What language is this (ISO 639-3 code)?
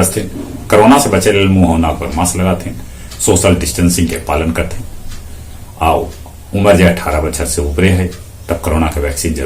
mag